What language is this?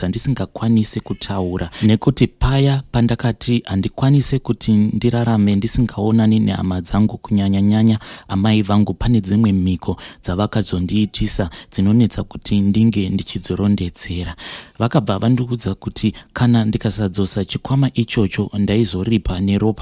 Shona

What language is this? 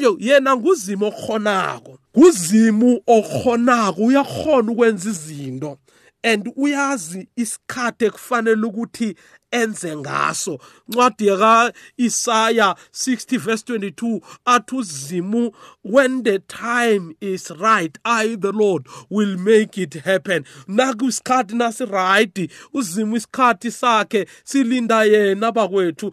South Ndebele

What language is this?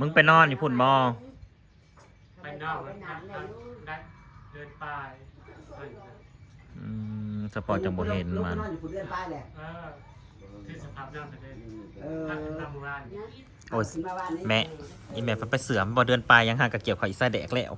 Northeastern Thai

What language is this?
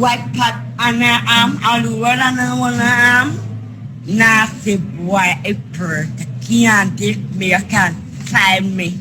Jamaican Creole English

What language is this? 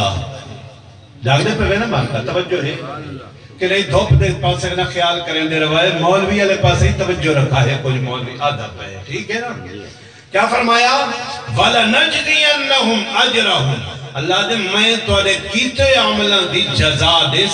Saraiki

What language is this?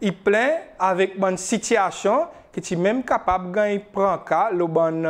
Seselwa Creole French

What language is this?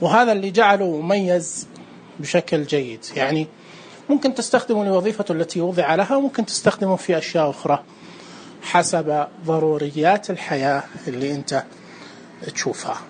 Najdi Arabic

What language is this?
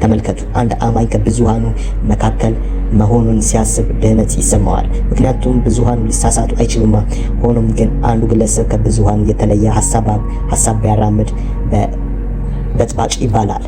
Amharic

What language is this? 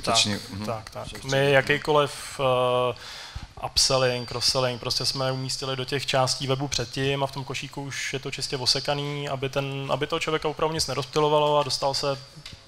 Czech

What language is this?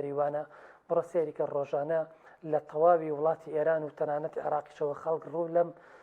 Central Kurdish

